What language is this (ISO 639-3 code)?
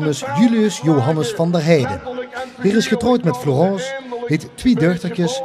lim